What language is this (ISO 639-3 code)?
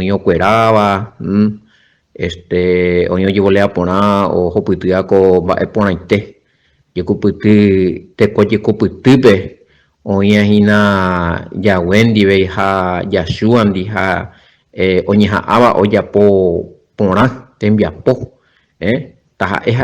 grn